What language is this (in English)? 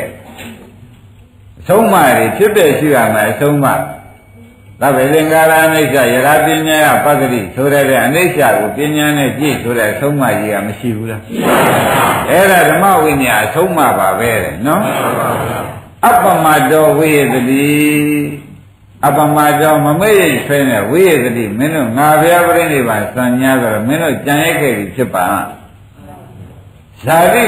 Burmese